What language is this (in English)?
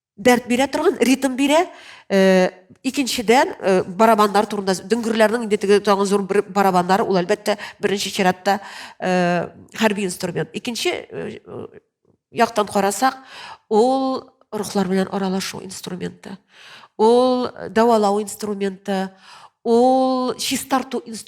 Tatar